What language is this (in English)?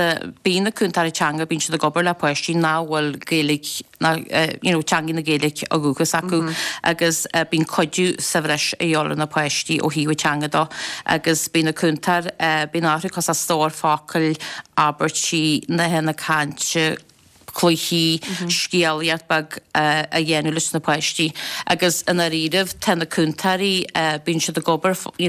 Irish